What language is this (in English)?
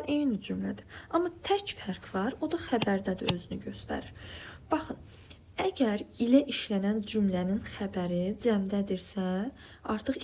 Azerbaijani